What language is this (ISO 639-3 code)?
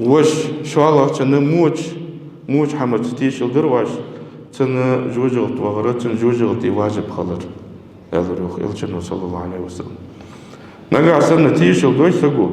inh